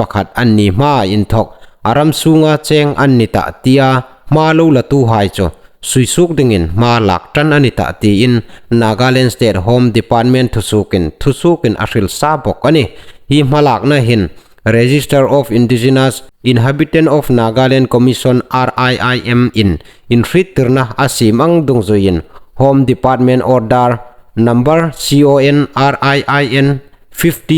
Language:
Hmar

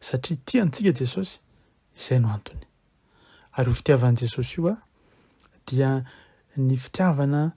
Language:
Malagasy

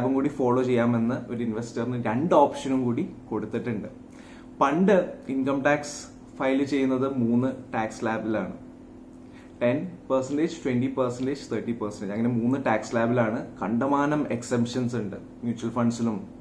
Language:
Malayalam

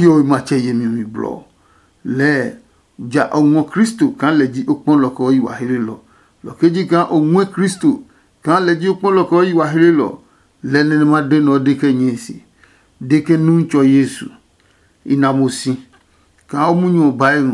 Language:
Adangme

